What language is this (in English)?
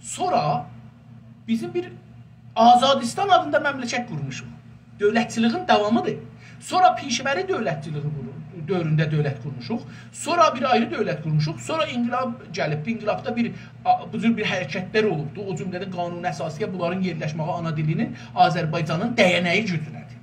South Azerbaijani